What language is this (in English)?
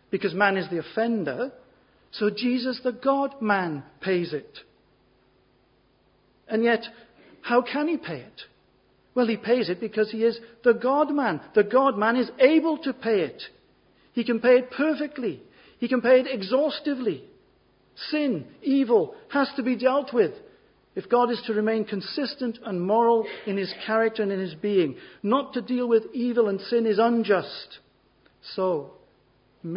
English